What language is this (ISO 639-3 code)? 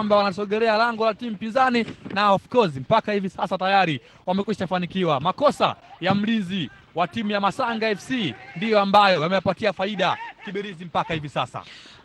swa